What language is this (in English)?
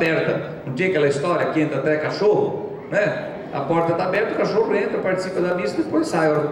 Portuguese